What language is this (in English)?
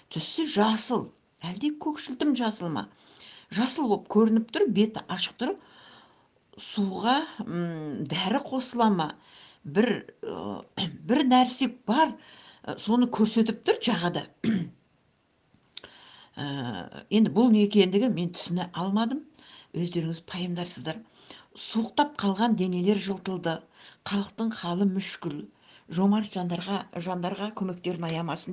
Kazakh